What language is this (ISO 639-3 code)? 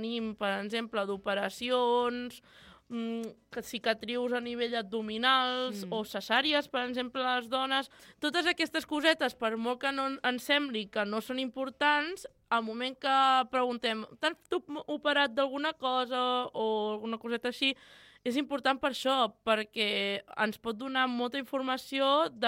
cat